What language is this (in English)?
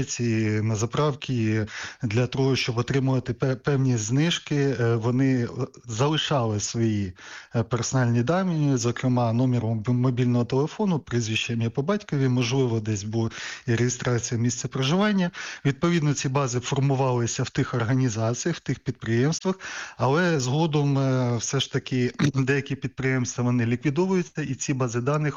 Ukrainian